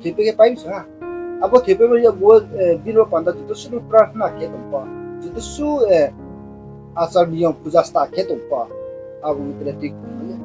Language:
Riang (India)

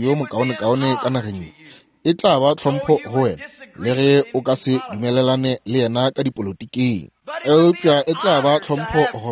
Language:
Northern Sotho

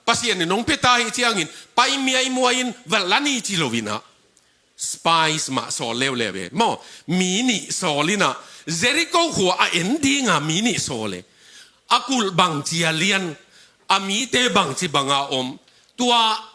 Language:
Tedim Chin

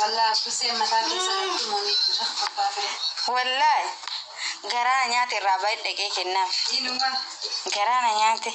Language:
Oromo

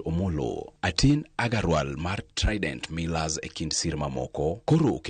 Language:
Luo (Kenya and Tanzania)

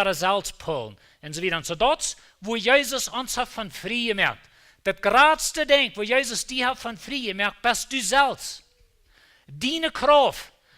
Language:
Plautdietsch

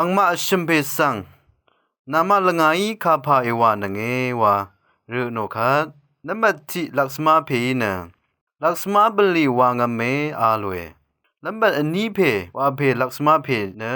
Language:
Rawang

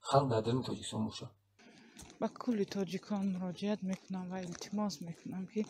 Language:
Tajik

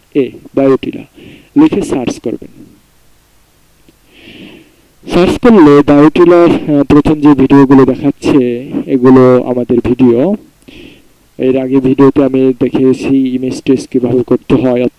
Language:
Bangla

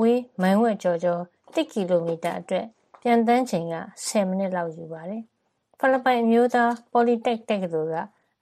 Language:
Burmese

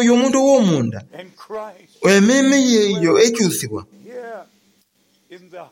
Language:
Soga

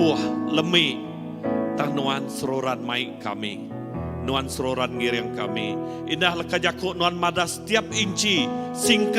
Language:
Iban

